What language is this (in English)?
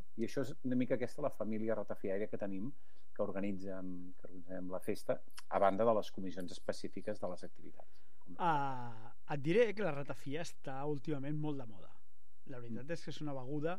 Catalan